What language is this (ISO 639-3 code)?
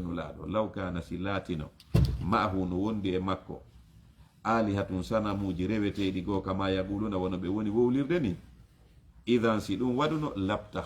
ful